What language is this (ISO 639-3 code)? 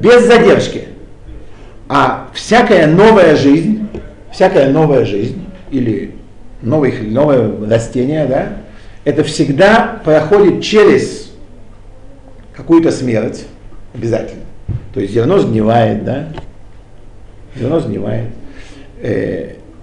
rus